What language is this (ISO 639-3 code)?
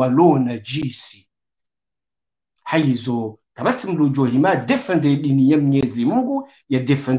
swa